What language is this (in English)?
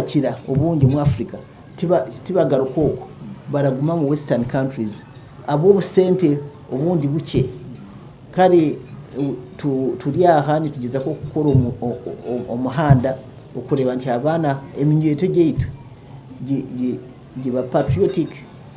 Nyankole